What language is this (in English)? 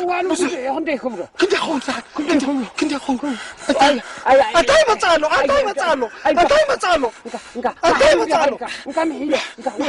Tigrinya